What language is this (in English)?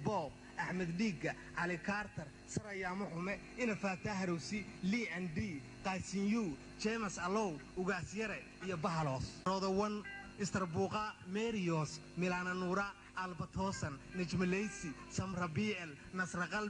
Somali